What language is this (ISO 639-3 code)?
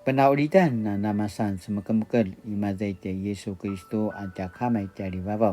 pwn